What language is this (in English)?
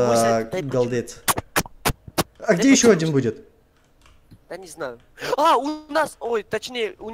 Russian